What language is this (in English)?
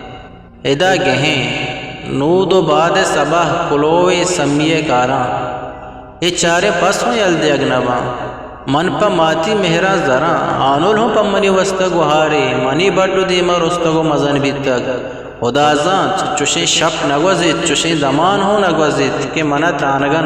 Eastern Balochi